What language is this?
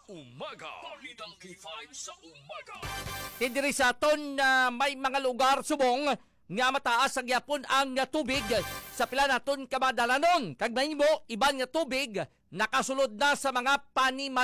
Hiligaynon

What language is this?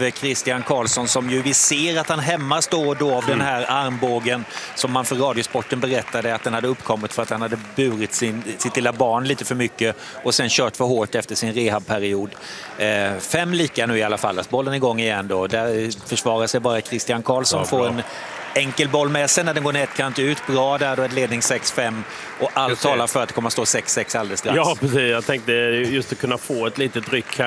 Swedish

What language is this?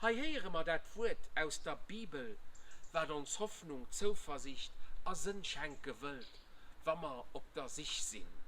Luxembourgish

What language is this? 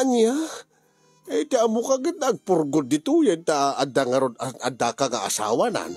Iloko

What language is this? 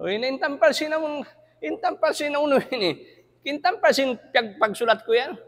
Tausug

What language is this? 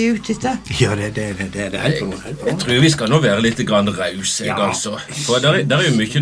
Norwegian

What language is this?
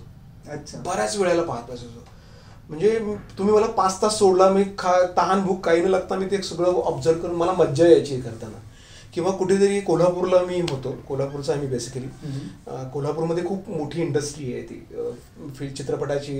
Marathi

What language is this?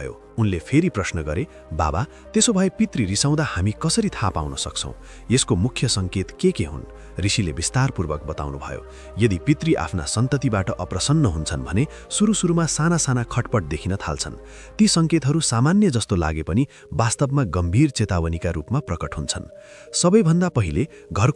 Nepali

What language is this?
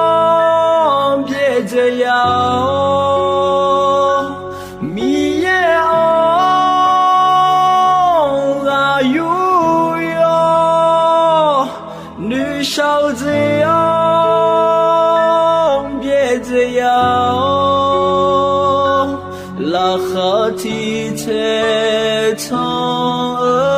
Akha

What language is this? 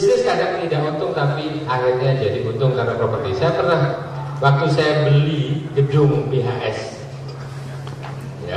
Indonesian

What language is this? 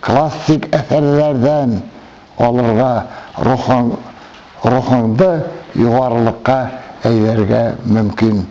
Bashkir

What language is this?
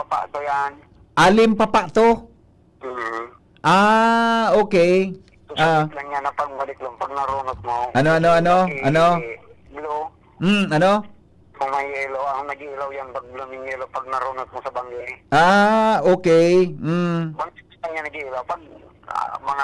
Bikol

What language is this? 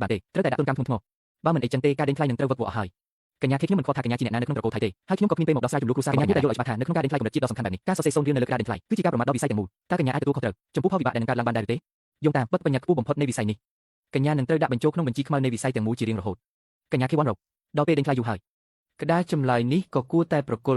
Khmer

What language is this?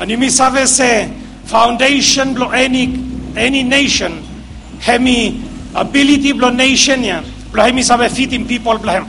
Bislama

